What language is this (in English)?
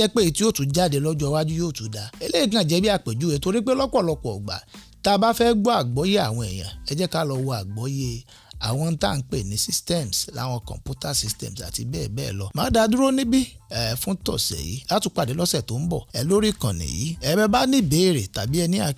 Yoruba